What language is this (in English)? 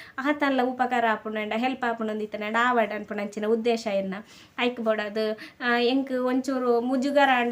Tulu